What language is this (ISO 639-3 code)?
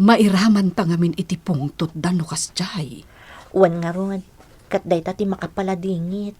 ilo